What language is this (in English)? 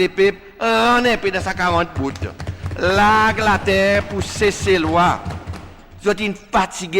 Seselwa Creole French